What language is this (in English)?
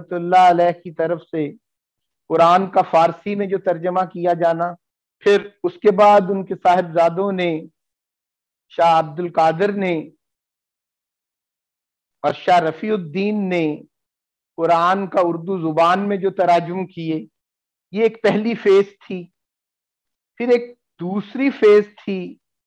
Urdu